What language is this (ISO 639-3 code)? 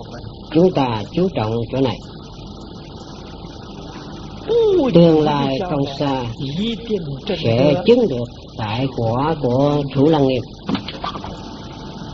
vie